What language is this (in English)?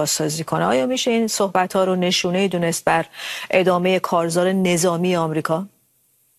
Persian